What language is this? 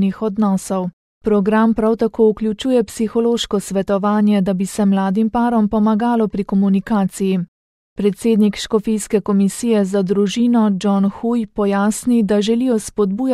Slovenian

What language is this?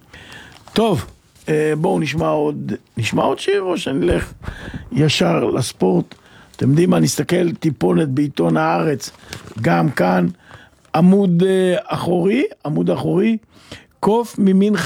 Hebrew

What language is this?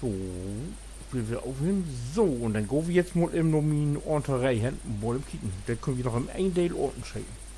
Low German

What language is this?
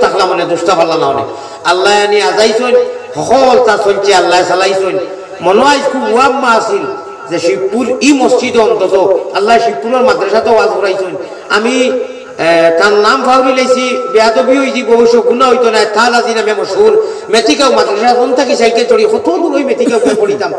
Sylheti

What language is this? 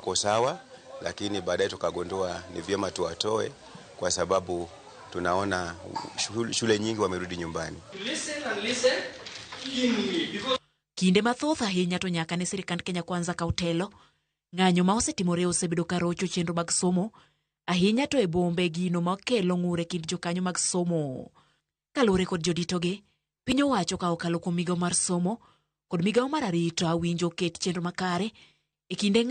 Luo (Kenya and Tanzania)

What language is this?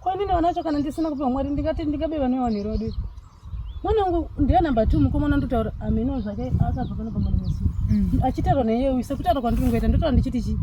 Shona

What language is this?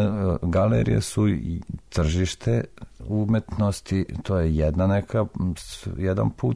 Serbian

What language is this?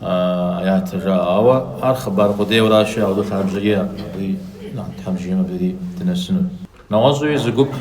Kabardian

